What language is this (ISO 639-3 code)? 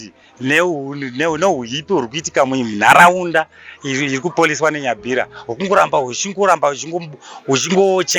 sna